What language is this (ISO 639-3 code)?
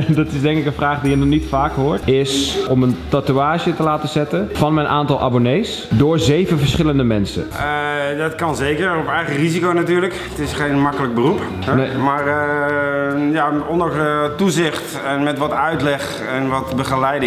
nld